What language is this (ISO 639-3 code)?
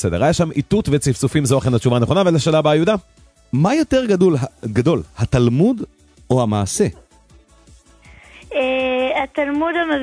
heb